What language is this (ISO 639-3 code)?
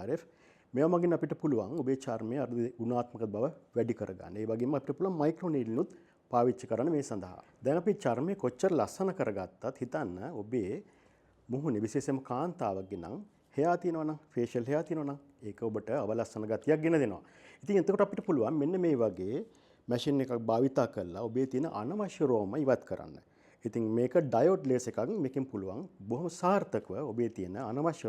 sin